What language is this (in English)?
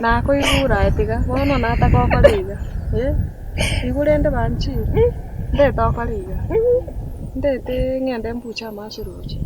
Gusii